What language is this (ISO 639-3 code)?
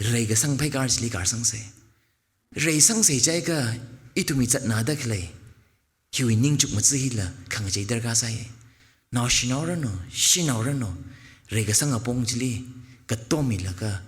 nmf